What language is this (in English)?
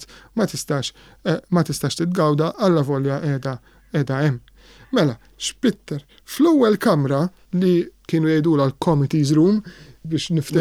Maltese